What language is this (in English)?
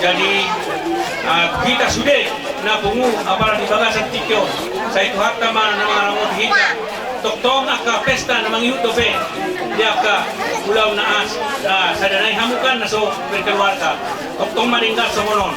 Batak Toba